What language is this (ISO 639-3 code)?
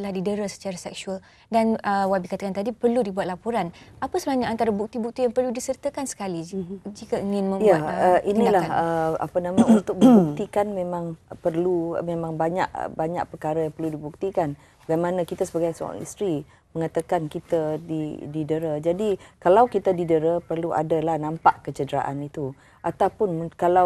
msa